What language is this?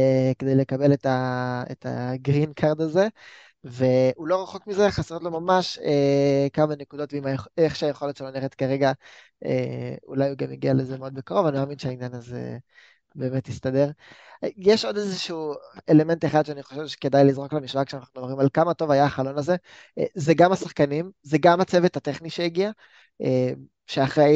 Hebrew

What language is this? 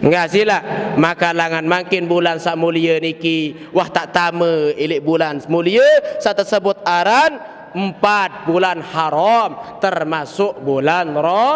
Sasak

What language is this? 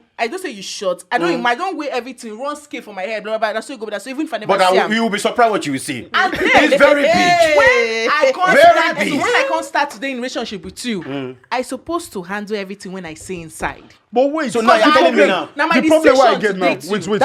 Nigerian Pidgin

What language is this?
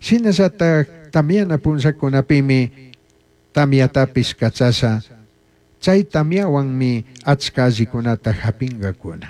Chimborazo Highland Quichua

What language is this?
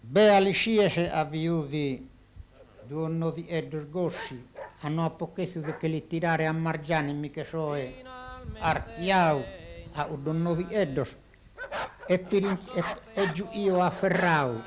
Sardinian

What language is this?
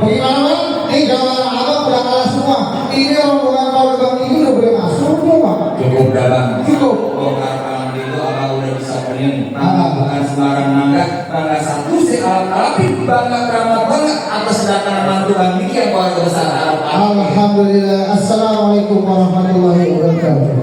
Betawi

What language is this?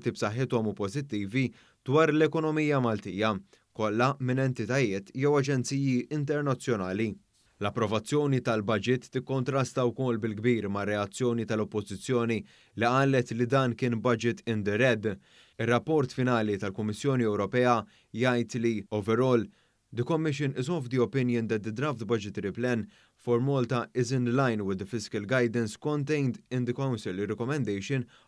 Maltese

